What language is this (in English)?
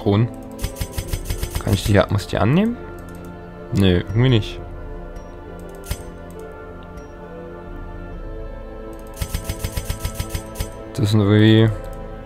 German